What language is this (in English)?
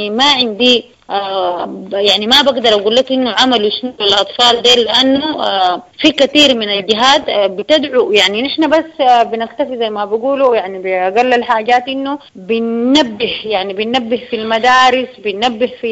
Sudanese Arabic